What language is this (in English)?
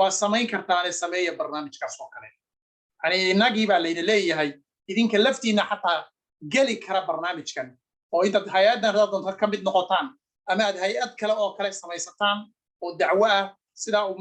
Somali